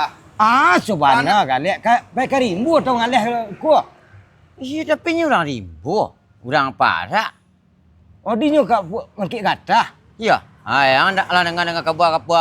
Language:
Minangkabau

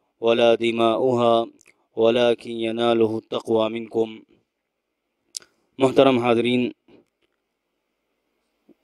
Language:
Urdu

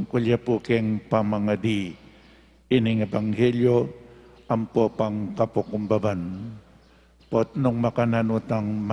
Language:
Pampanga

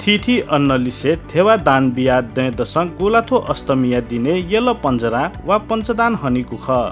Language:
Newari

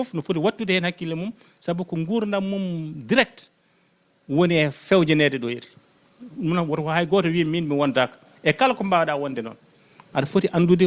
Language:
Fula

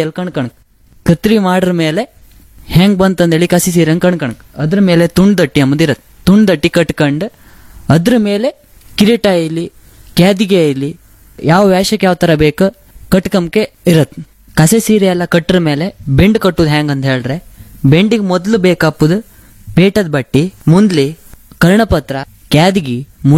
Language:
Kannada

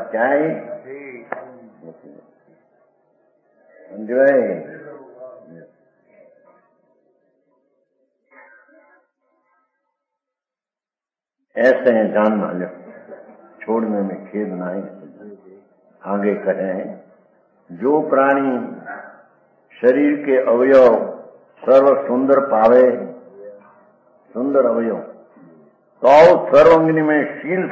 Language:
Gujarati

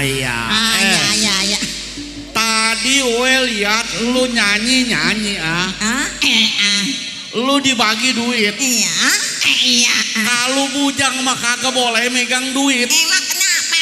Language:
Betawi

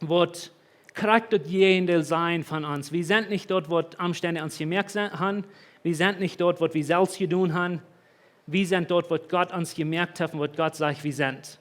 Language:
Plautdietsch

